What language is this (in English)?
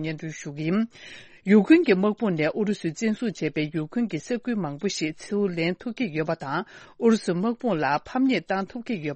Tibetan